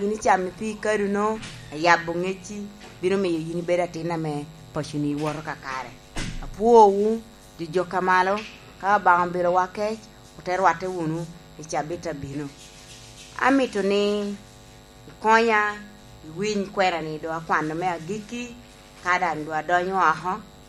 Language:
Lango (Uganda)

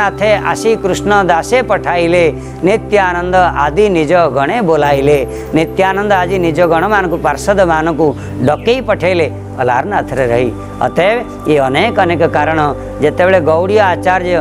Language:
Odia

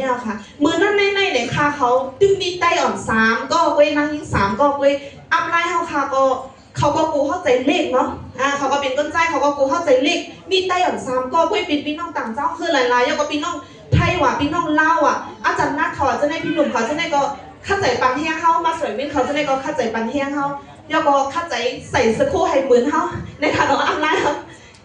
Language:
Shan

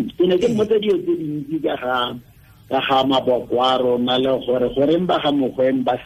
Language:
Tswana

